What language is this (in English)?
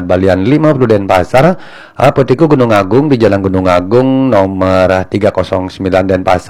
Balinese